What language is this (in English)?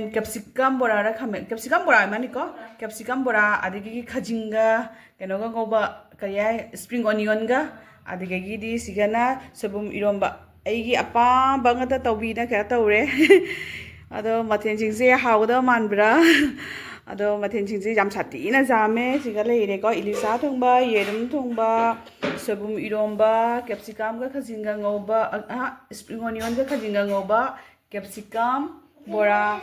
Manipuri